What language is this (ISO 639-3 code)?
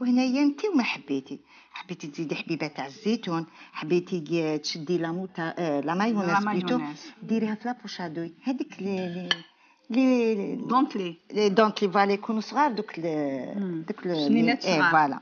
arq